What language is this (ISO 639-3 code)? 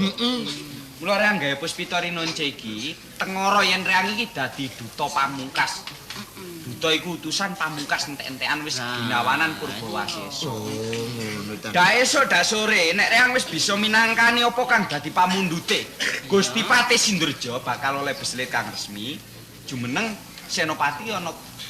jav